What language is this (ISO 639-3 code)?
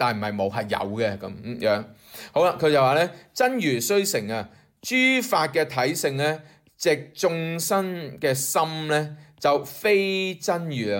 yue